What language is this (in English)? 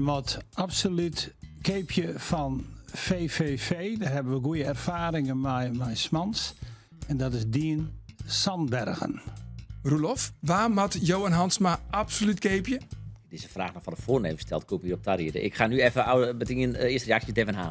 Western Frisian